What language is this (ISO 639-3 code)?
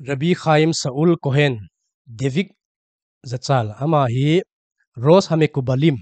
tcz